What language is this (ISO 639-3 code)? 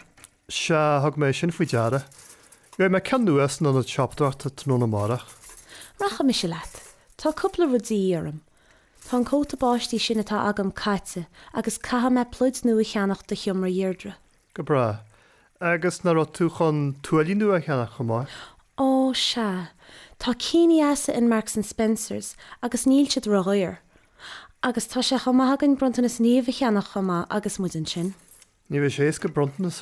gle